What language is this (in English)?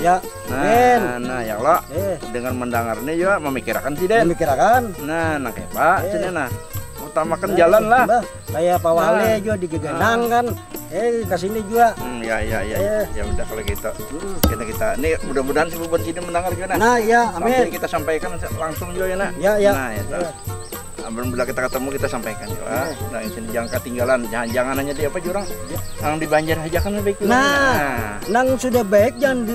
Banjar